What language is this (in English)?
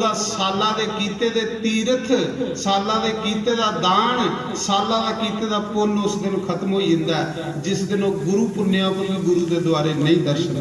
Dogri